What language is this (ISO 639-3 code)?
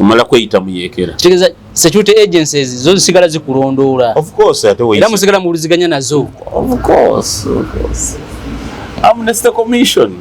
lug